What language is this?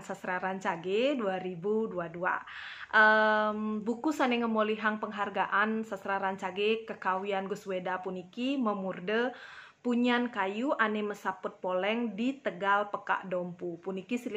Balinese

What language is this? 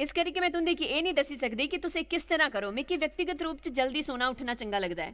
Dogri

